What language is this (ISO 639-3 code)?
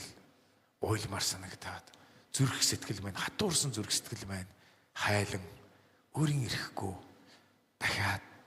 mon